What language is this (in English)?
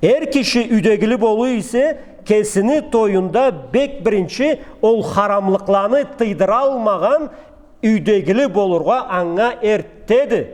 Karachay-Balkar